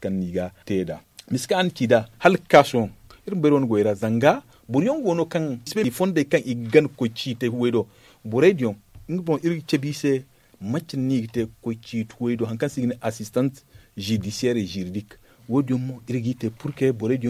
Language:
Zarma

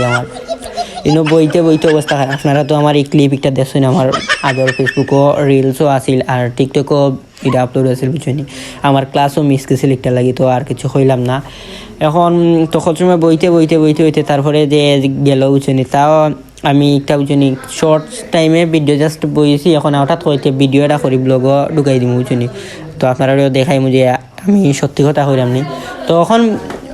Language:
Sylheti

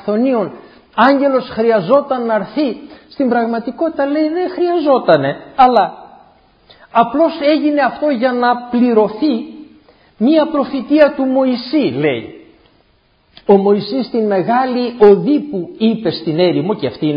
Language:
Greek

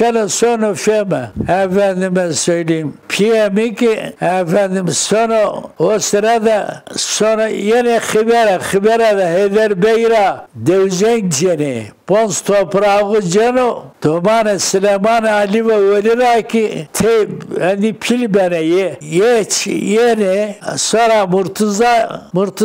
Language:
Zaza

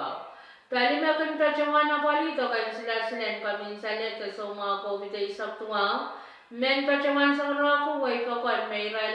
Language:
Pohnpeian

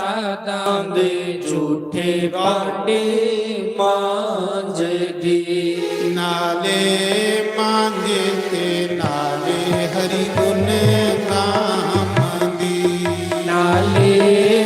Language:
Dogri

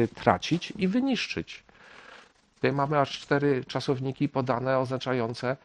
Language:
Polish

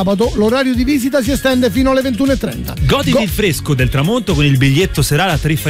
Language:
Italian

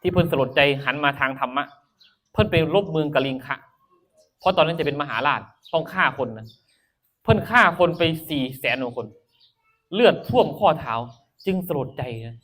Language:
Northeastern Thai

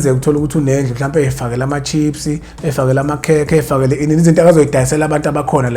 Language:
Zulu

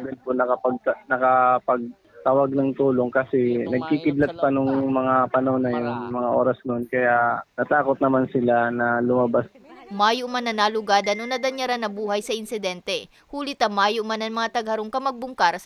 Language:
Bikol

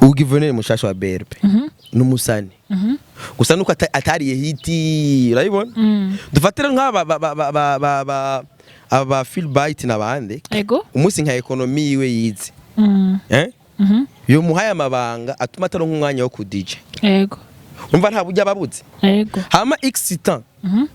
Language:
Rundi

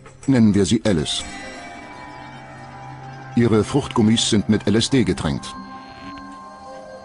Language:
German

